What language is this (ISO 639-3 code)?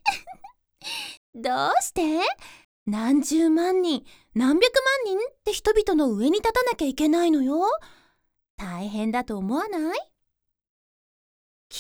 jpn